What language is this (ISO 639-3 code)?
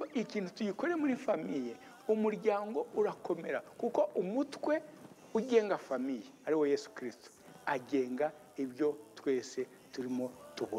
kin